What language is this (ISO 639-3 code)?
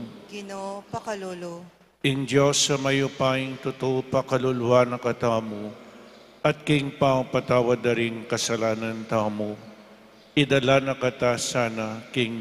pam